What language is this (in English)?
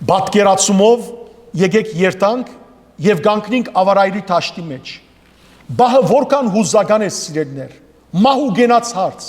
Western Armenian